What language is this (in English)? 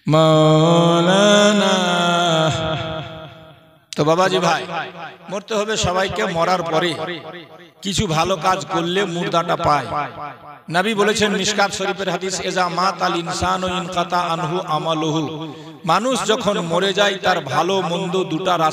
Bangla